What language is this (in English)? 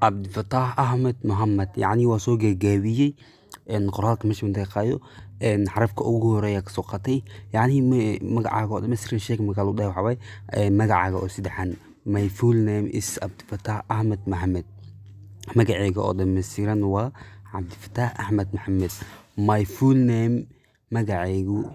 Somali